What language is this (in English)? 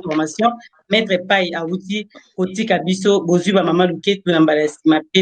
Lingala